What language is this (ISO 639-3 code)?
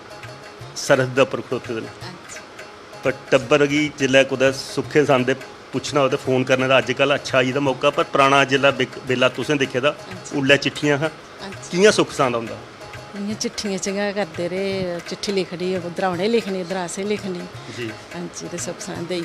doi